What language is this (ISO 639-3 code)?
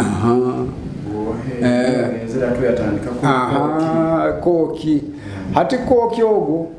nyo